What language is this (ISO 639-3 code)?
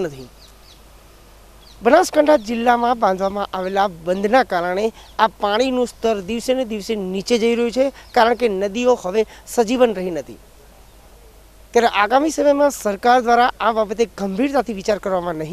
guj